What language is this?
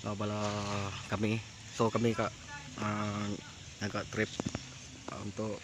Iban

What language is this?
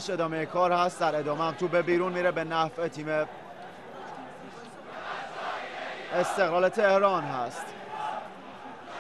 Persian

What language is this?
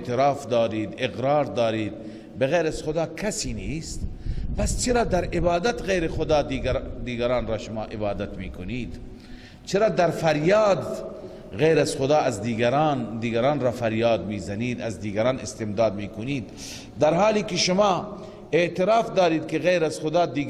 Persian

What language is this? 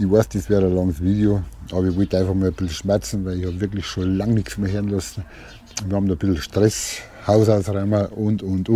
Bavarian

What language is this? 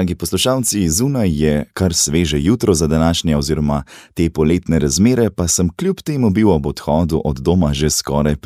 Slovenian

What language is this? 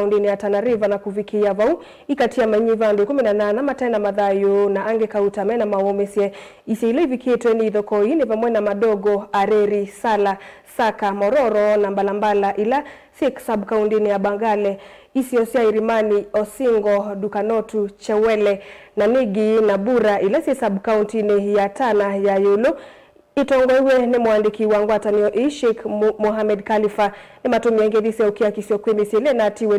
Kamba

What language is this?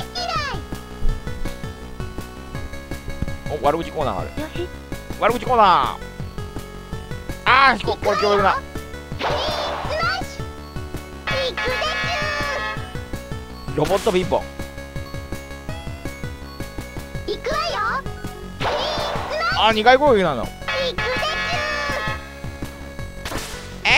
Japanese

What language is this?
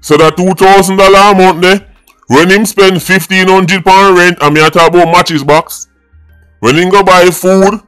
Jamaican Creole English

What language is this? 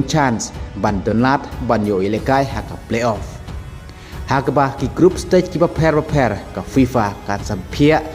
Khasi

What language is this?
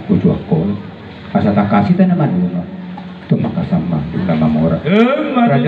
Batak Toba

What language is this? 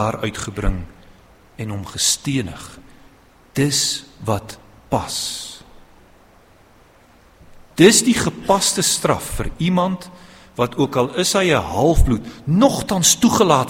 Afrikaans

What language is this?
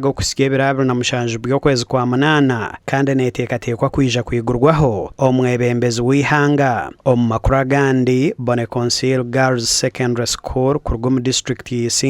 Nyankole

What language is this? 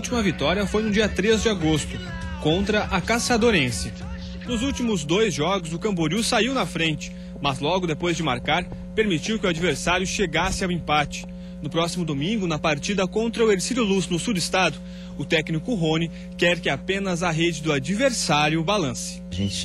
Portuguese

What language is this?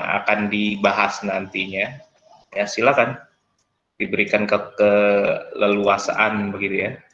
Indonesian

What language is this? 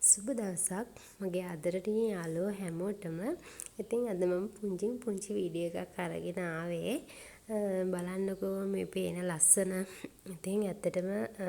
Sinhala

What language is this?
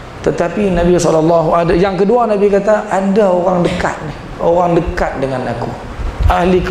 Malay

